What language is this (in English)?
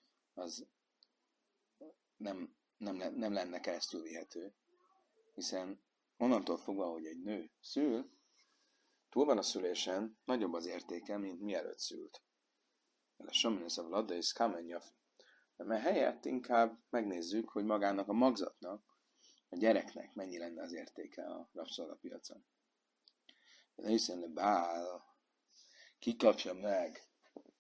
Hungarian